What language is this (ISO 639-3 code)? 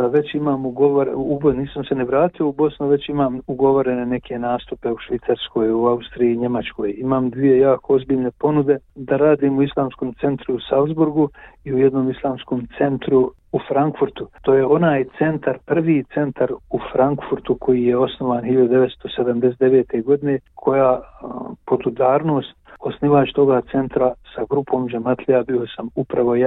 bos